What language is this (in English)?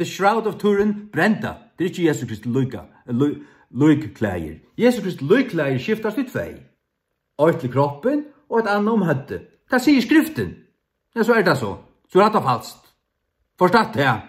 Faroese